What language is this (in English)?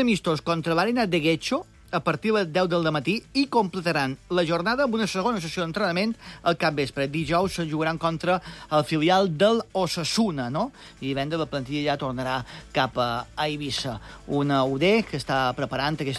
Catalan